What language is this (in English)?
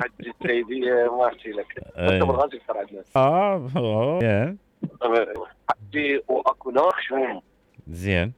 Mesopotamian Arabic